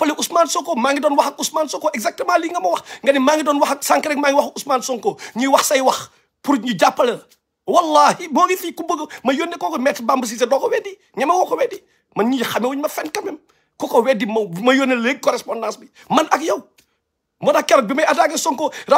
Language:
Wolof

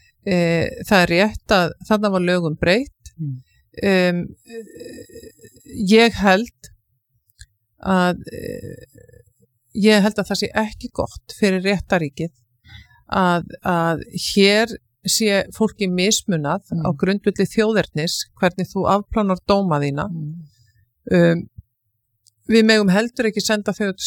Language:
Icelandic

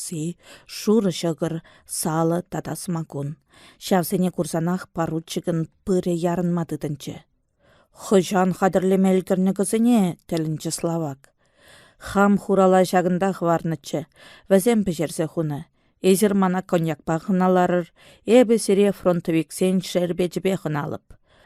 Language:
Chuvash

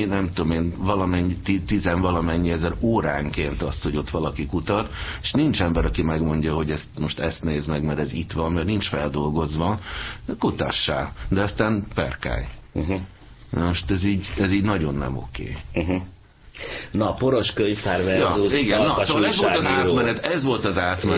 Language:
Hungarian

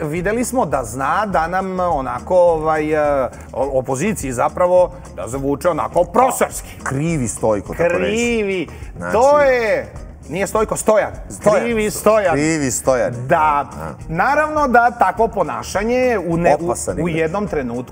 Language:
Serbian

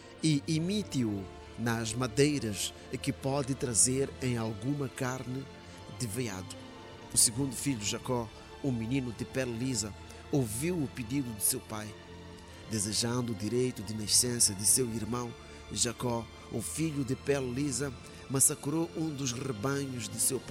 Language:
Portuguese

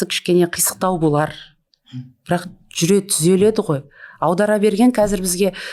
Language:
Kazakh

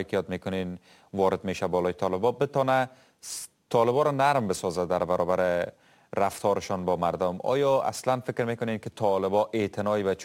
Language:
Persian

